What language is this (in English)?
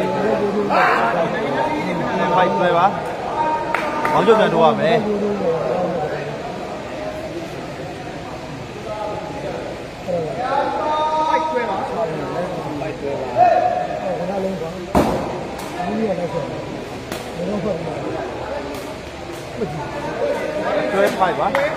Burmese